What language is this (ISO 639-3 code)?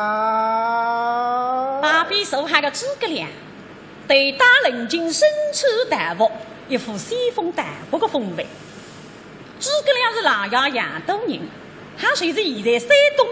wuu